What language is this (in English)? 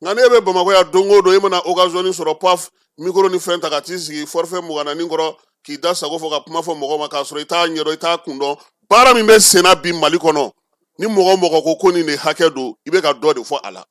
Bambara